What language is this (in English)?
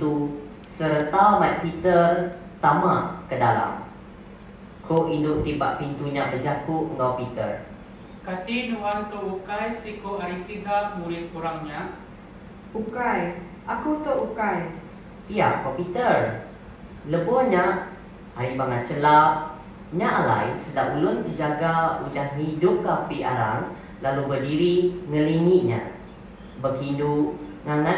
Iban